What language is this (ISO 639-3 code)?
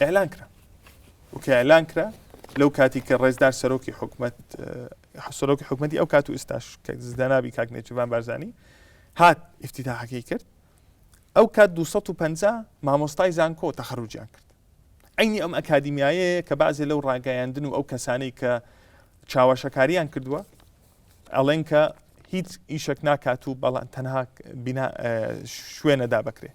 ckb